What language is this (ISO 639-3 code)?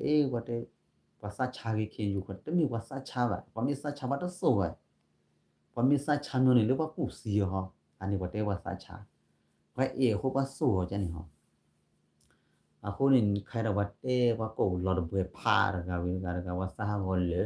ksw